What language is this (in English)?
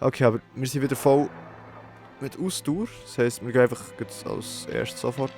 Swiss German